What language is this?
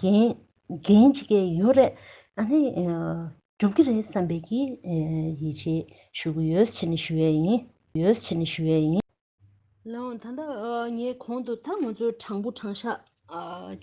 Tibetan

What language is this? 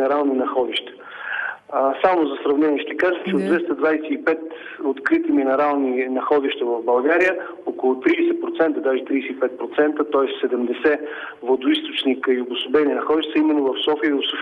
Bulgarian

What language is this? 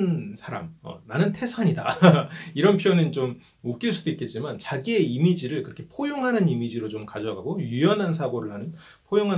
Korean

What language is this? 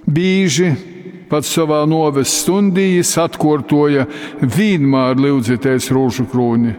Latgalian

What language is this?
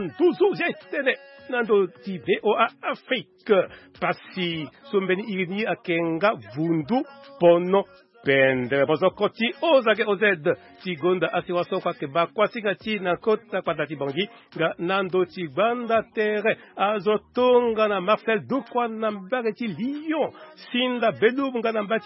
Sango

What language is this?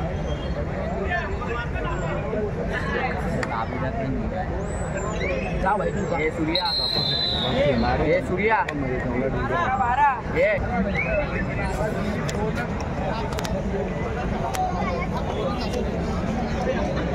Marathi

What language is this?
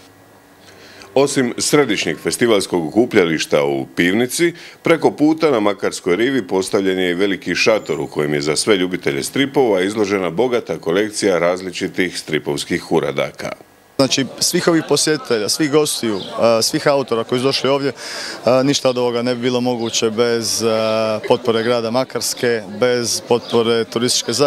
Croatian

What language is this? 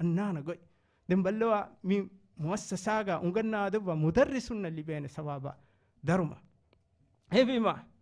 Divehi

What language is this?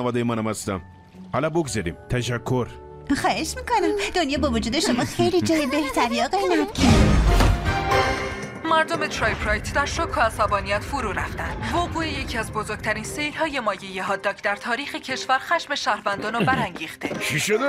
Persian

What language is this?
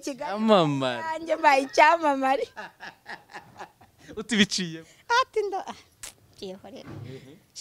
Kinyarwanda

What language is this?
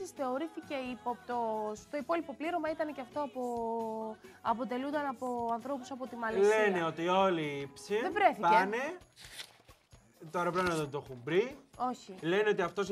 Greek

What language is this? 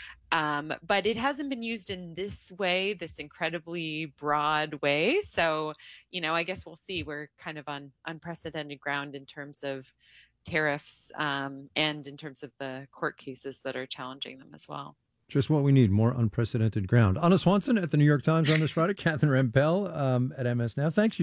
English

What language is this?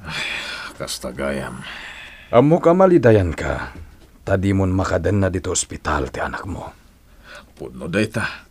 Iloko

